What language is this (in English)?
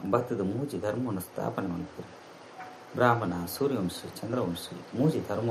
Tulu